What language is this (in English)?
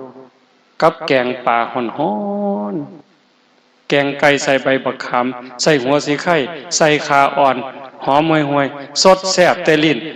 Northeastern Thai